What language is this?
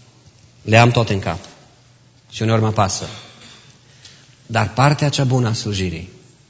Romanian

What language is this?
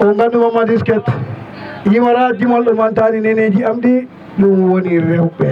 Fula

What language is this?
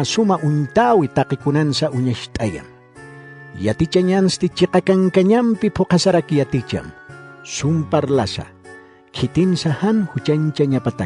Aymara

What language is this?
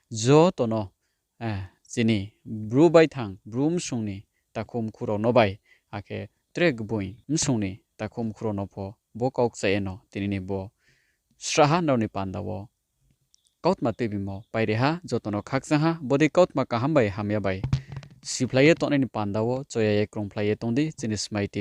Riang (India)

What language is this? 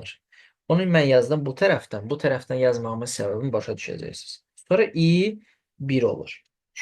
Azerbaijani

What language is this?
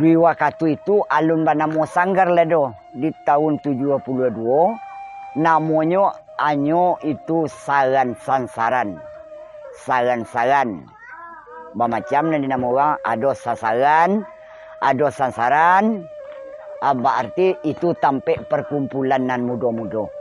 Minangkabau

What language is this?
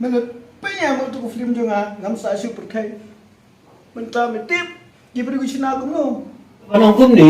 Khasi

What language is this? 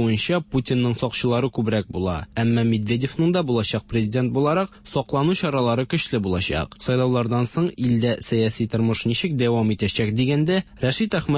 Tatar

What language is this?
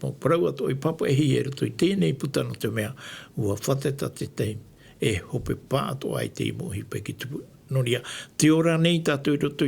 Tahitian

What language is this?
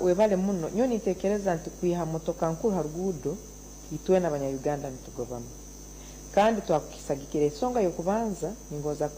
Nyankole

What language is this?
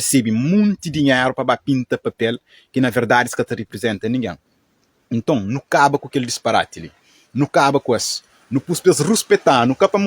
Kabuverdianu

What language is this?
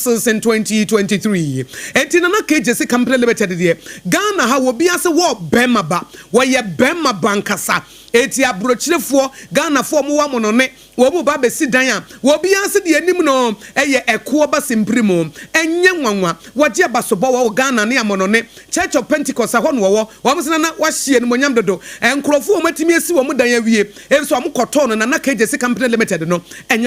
Akan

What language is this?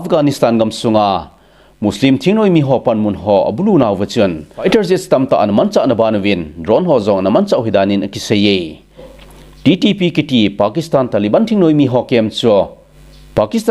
Thado Chin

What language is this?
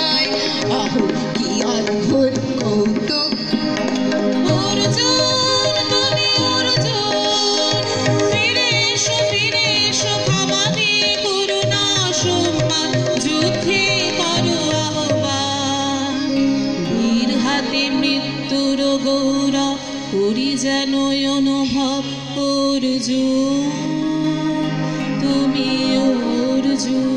Bangla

